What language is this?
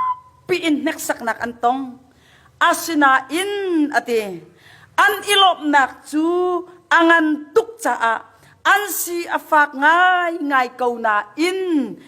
Hakha Chin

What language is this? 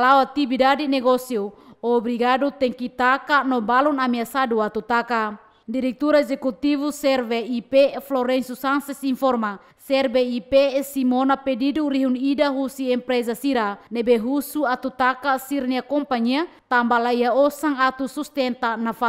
Tetum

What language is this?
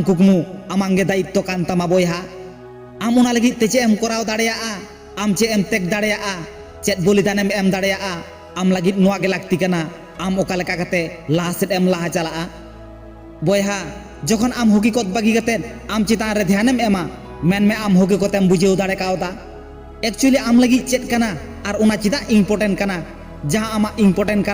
Santali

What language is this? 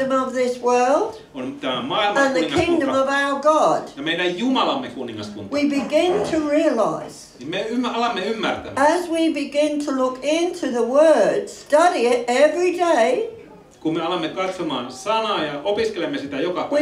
Finnish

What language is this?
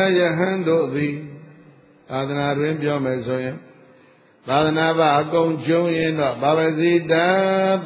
Burmese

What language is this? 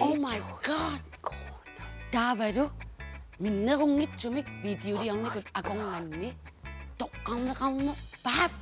Kalaallisut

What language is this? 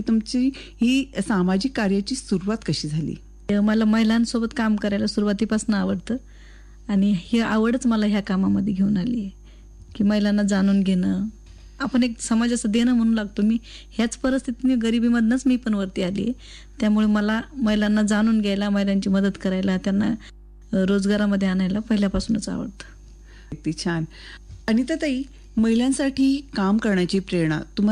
Marathi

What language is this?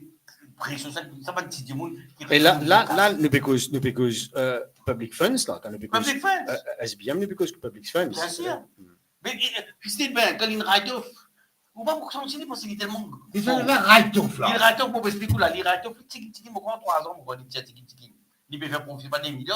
Morisyen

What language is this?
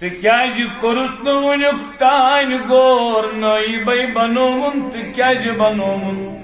Kashmiri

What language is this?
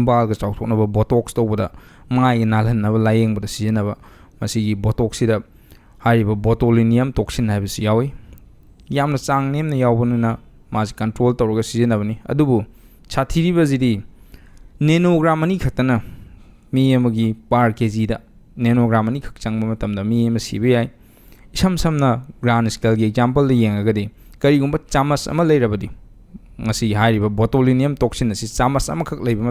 Manipuri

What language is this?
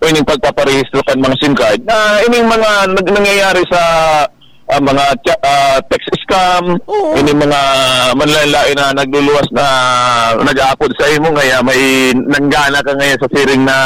Bikol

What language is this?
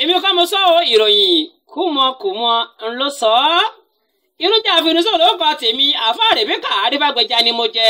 Yoruba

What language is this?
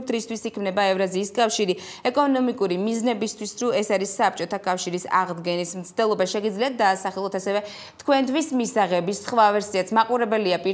Georgian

